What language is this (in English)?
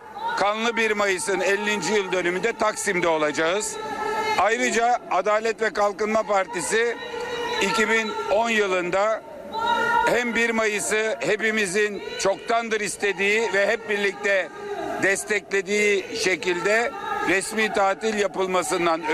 Turkish